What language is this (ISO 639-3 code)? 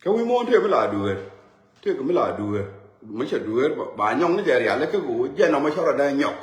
nus